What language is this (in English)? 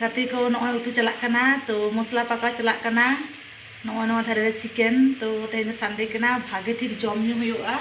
Santali